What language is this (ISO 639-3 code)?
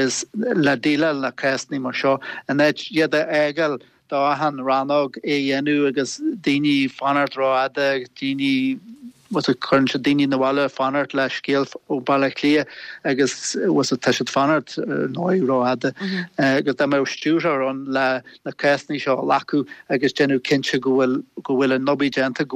gle